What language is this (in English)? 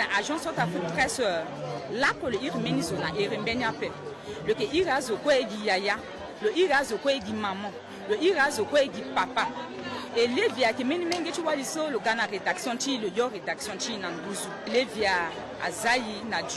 Sango